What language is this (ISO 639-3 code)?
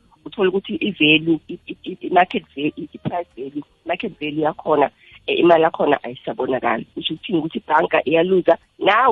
nbl